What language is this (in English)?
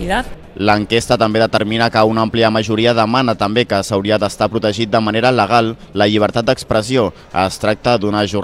Catalan